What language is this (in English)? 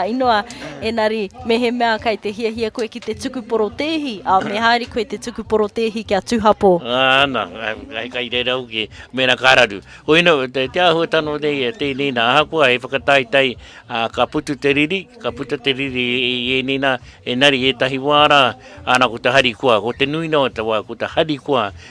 Māori